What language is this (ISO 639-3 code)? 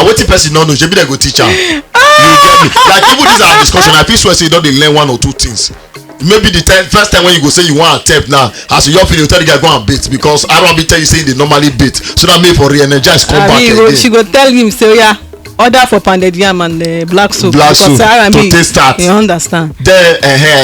pcm